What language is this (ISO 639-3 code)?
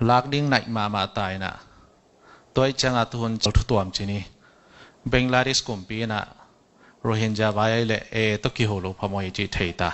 ctd